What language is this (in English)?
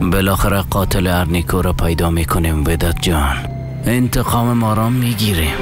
Persian